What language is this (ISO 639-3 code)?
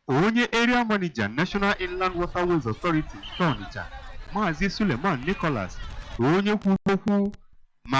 ibo